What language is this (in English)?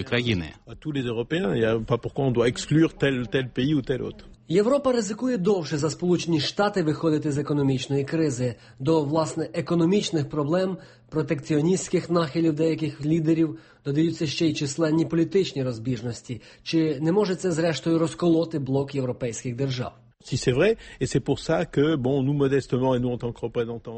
Ukrainian